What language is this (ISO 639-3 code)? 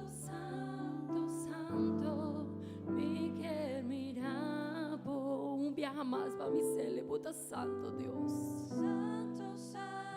pap